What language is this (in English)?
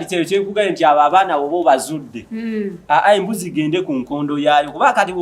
Ganda